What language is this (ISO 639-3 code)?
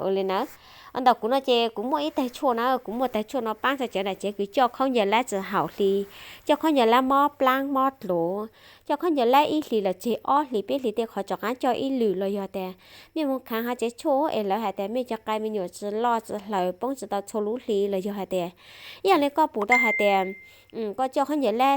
hmn